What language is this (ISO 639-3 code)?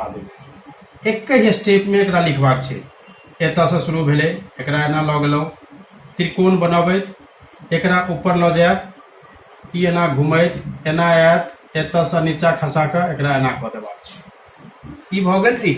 mai